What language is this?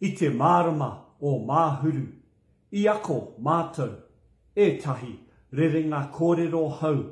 Māori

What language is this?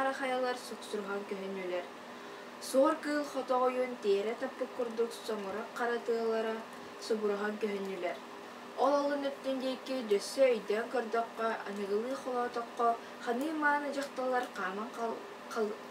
Yakut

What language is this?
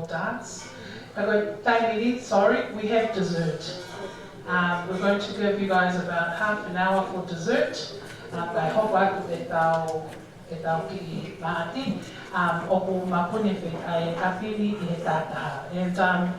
Tongan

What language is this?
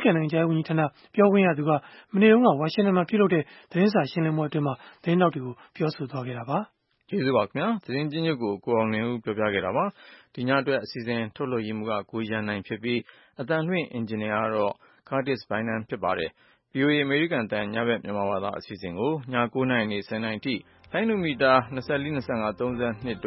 Burmese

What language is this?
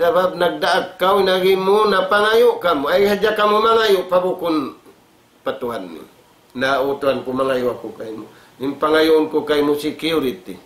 Tausug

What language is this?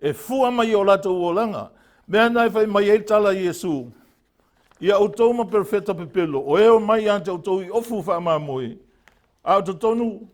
Samoan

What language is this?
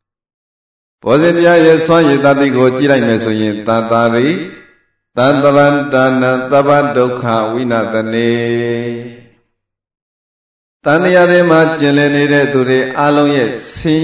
Burmese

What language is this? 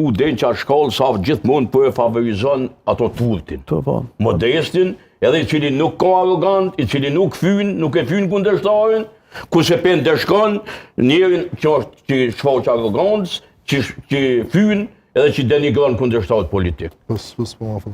Albanian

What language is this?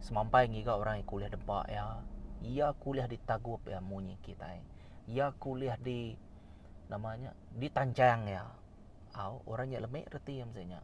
Iban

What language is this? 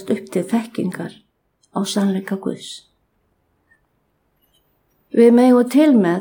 Icelandic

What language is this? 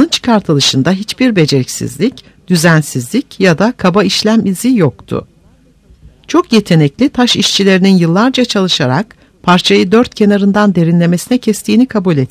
Turkish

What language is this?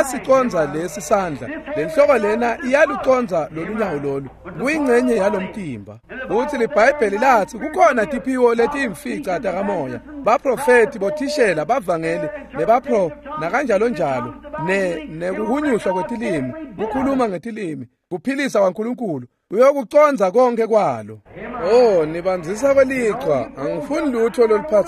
Swati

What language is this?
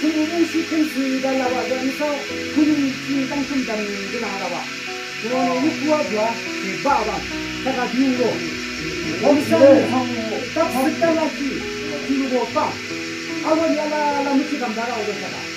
Yimchungru Naga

